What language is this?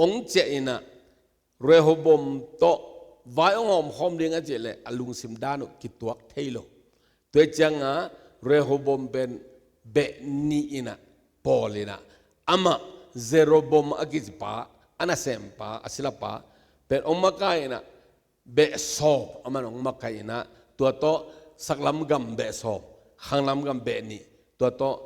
Tedim Chin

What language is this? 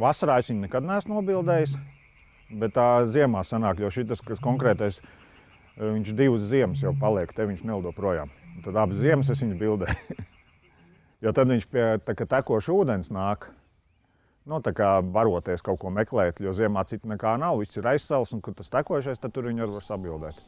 Latvian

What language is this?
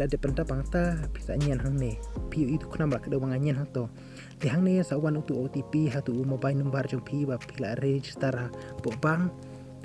Khasi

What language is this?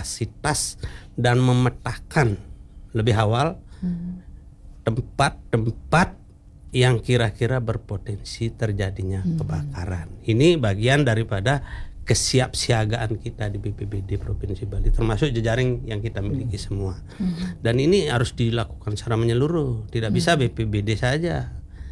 Indonesian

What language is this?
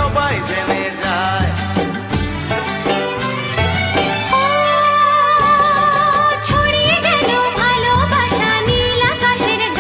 Bangla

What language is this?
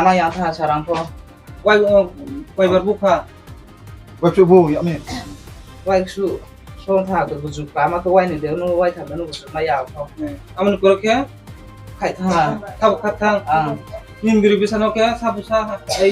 Riang (India)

